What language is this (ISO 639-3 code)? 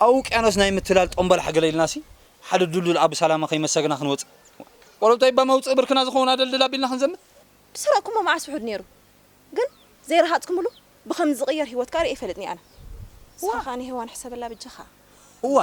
tir